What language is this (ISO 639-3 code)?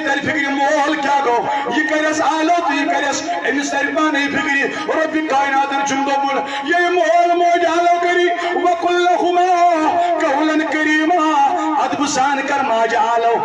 kas